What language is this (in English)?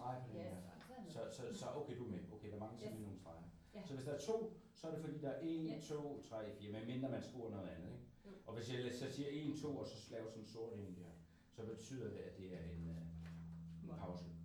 Danish